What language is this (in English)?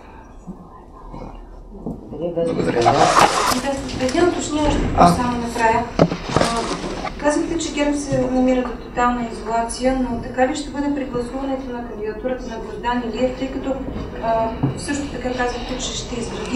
Bulgarian